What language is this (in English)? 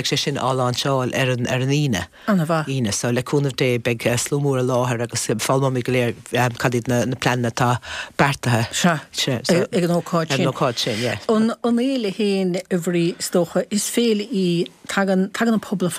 Irish